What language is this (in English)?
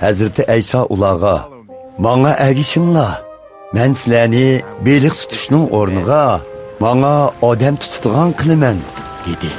Uyghur